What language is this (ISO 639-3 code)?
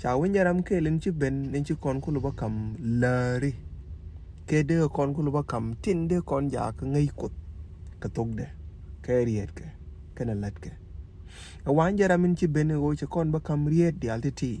nus